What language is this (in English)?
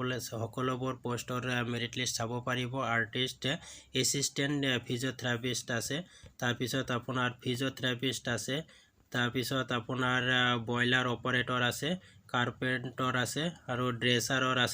Assamese